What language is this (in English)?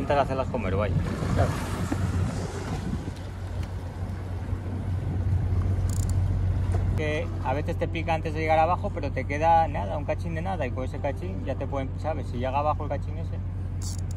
Spanish